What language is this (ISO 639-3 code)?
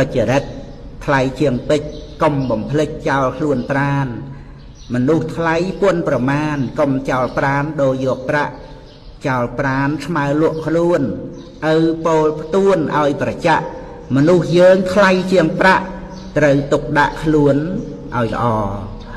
khm